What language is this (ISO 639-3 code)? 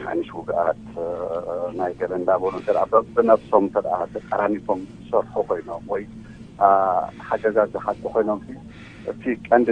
tir